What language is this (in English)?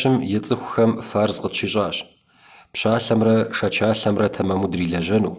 Kabardian